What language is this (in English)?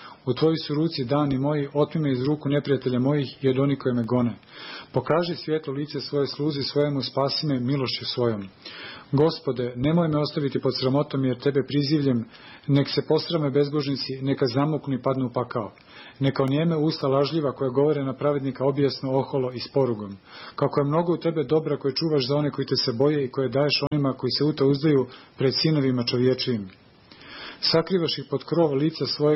Serbian